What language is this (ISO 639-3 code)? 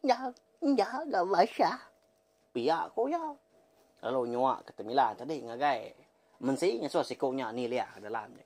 iba